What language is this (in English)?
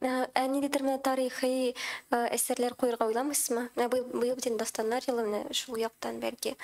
Tatar